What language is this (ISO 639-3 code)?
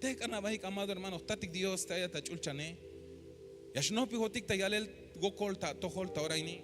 tzh